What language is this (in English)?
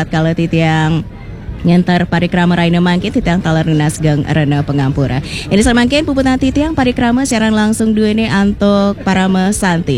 Balinese